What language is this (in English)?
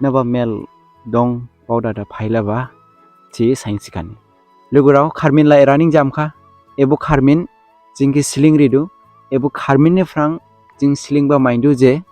Dimasa